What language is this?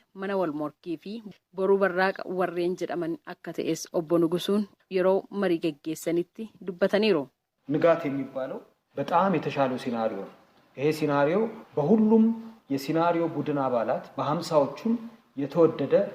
Oromo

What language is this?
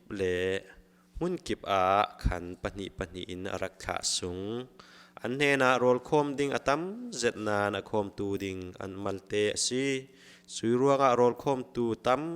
Falam Chin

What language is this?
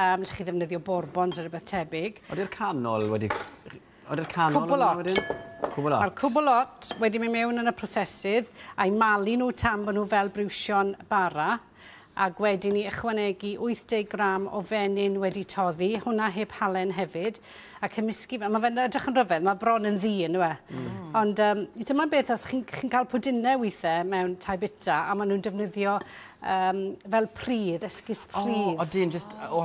Welsh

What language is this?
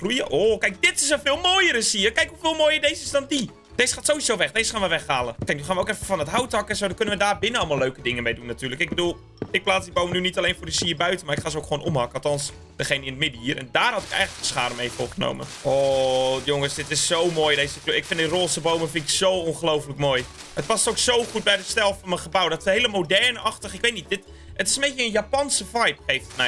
Dutch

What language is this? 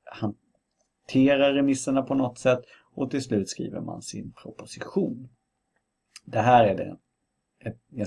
Swedish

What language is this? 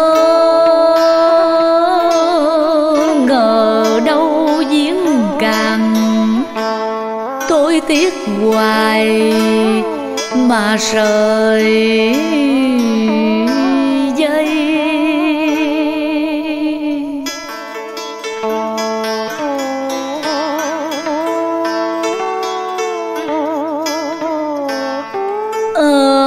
Vietnamese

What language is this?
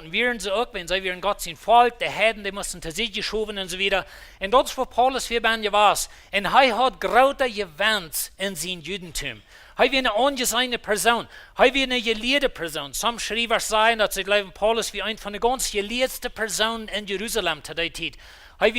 Plautdietsch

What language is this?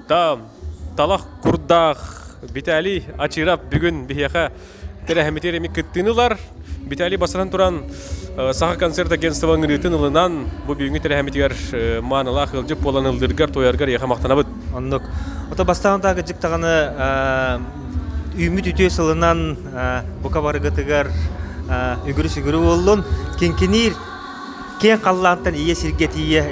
Yakut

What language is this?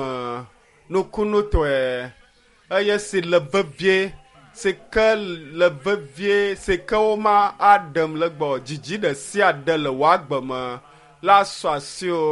Ewe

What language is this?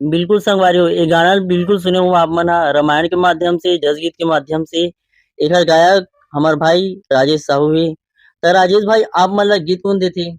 Chhattisgarhi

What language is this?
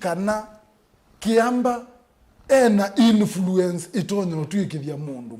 Kamba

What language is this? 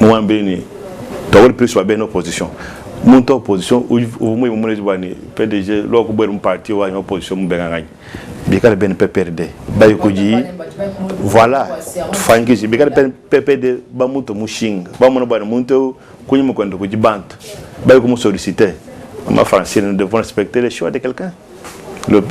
Luba-Lulua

